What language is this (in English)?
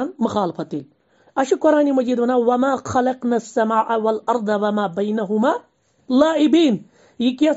Kashmiri